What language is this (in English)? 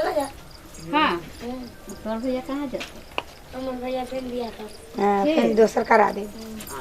Maithili